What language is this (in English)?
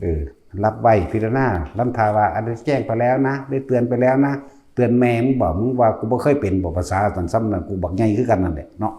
Lao